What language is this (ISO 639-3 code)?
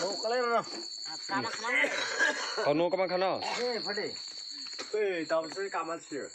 trp